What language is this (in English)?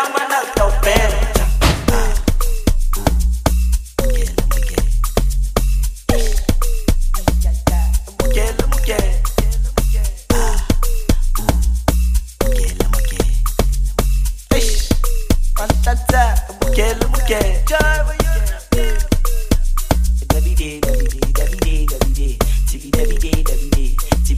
Swahili